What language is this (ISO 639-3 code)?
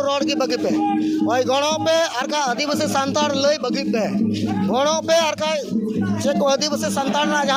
sat